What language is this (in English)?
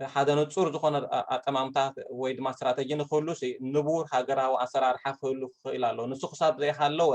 Tigrinya